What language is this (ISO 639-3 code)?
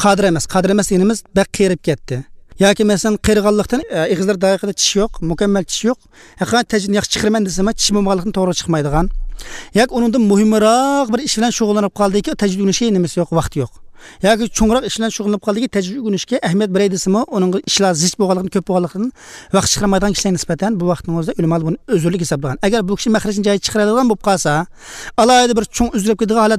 uzb